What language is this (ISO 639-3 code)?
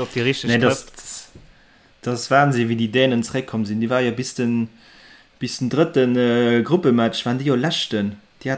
ltz